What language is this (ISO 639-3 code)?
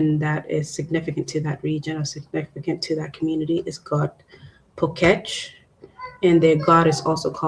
ach